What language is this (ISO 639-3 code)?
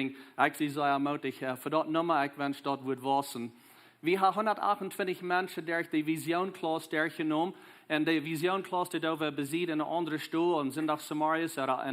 pdt